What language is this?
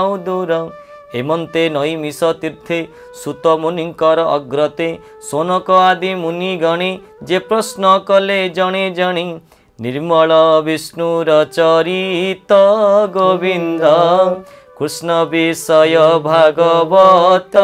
Odia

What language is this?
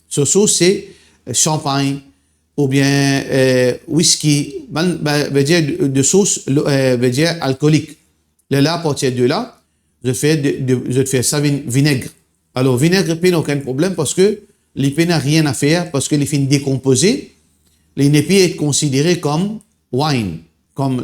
Morisyen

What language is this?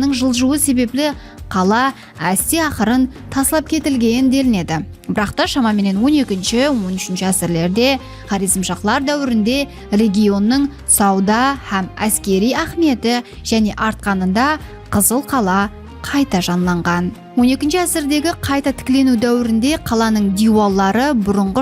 Kara-Kalpak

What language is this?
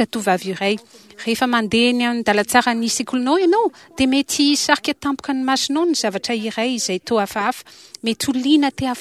Malagasy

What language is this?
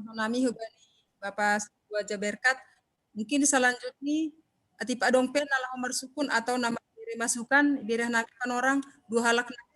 Batak Simalungun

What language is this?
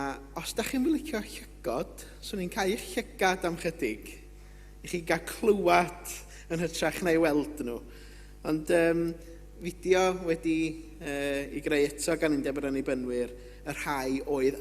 Welsh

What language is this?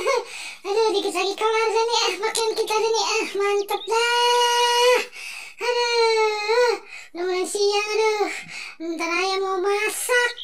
Betawi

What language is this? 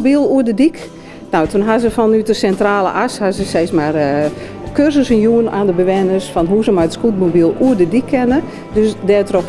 Western Frisian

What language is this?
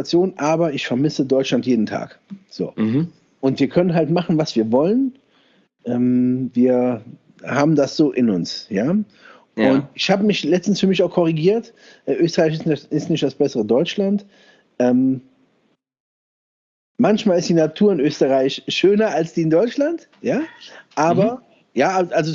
German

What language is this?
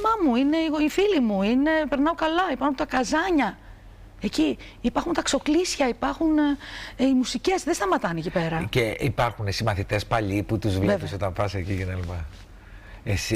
Greek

